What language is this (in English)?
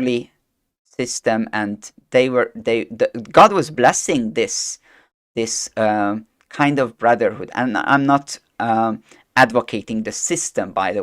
English